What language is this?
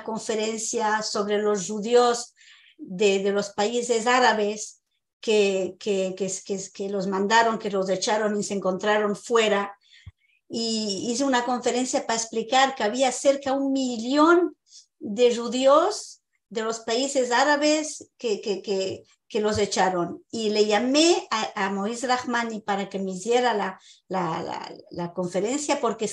Ladino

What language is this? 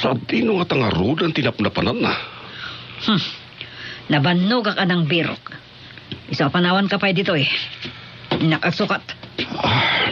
Iloko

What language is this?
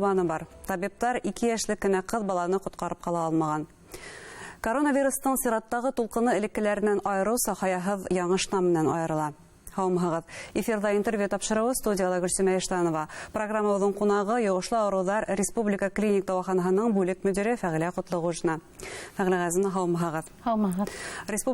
Bashkir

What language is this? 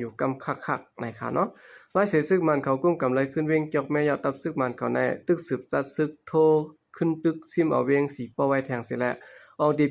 Shan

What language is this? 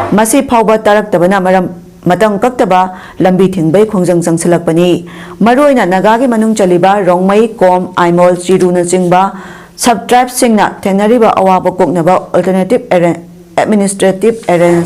Manipuri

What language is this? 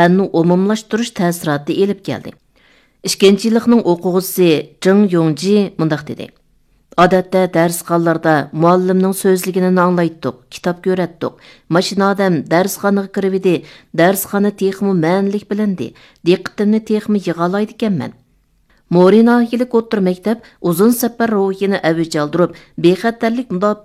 Uyghur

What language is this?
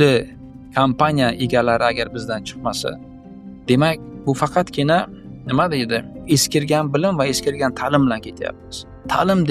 Uzbek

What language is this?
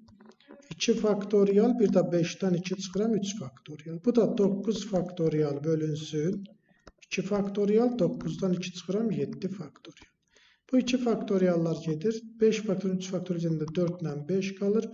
Azerbaijani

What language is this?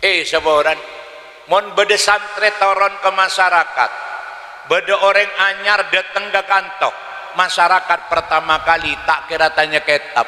Madurese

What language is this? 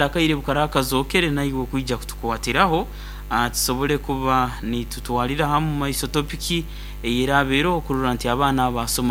Nyoro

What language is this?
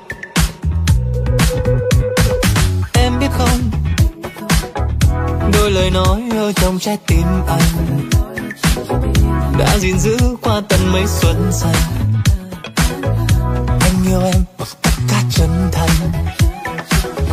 Vietnamese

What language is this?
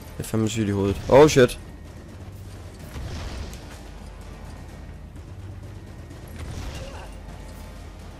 Danish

